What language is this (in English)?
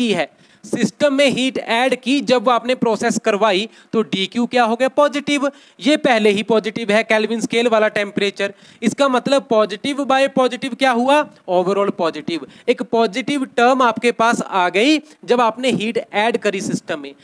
Hindi